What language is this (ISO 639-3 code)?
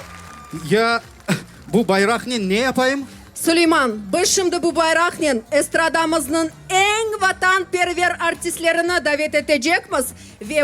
crh